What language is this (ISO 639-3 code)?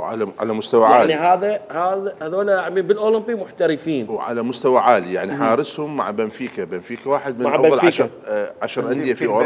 acm